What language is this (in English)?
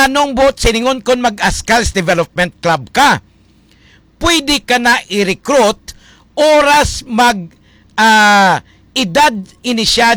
Hiligaynon